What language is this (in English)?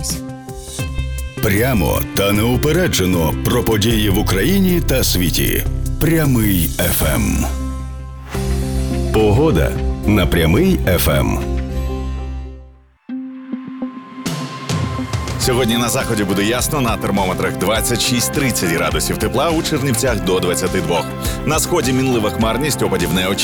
Ukrainian